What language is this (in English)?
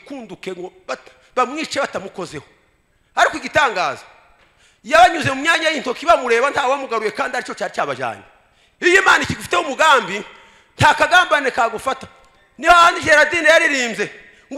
Kinyarwanda